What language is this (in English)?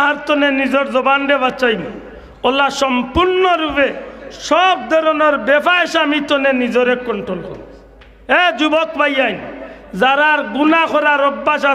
Sylheti